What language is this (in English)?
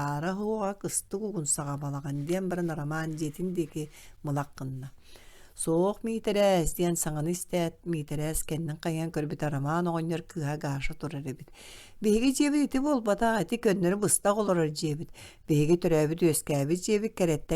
Yakut